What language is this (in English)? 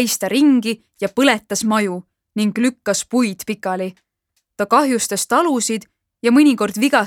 Estonian